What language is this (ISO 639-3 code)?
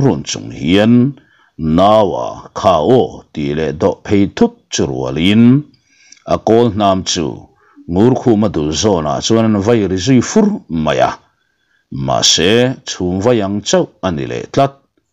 lus